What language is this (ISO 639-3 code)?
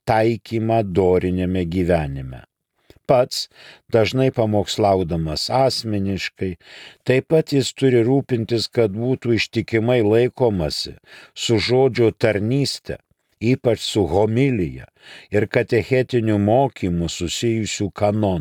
lit